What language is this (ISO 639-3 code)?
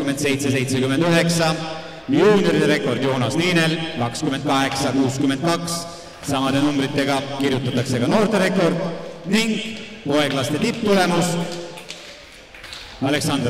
est